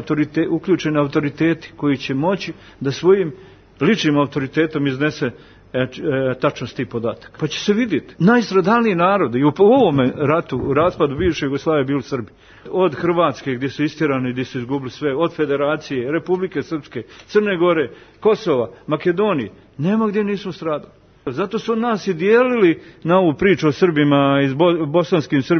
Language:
Serbian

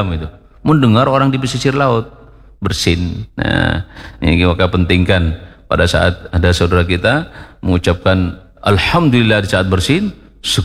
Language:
Indonesian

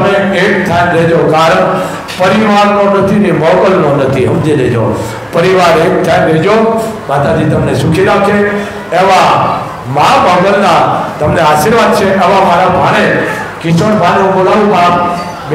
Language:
Gujarati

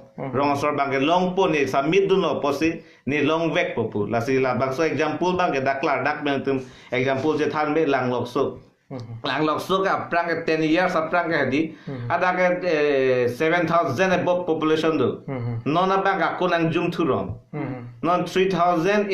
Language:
Karbi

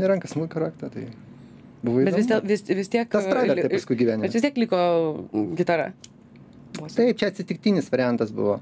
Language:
Lithuanian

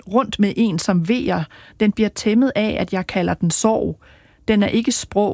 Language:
Danish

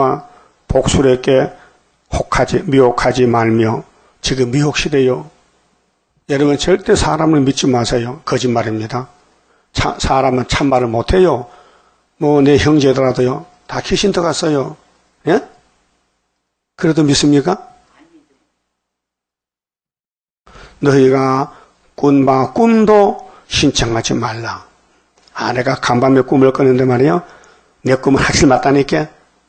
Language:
Korean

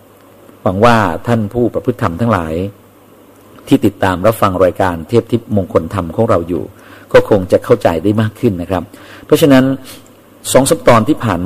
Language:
Thai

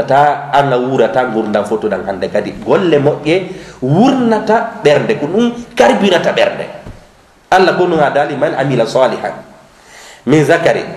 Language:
Fula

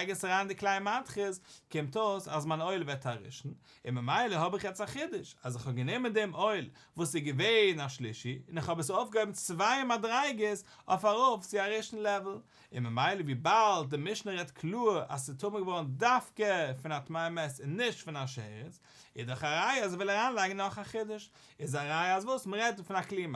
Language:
Yiddish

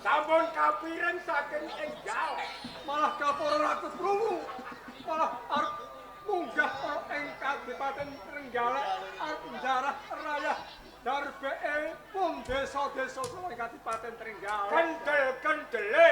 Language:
Javanese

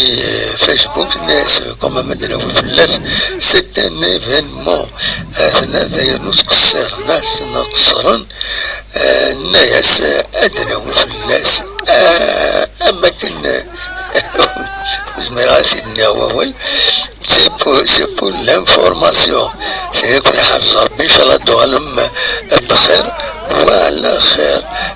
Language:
Kabyle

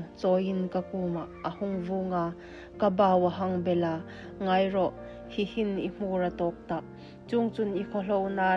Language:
Hmar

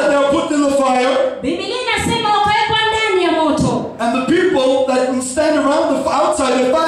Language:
Swahili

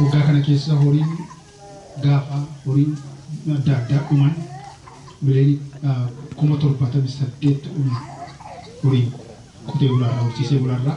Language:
Oromo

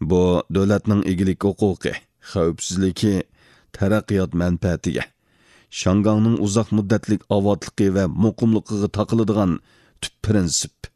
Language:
Uyghur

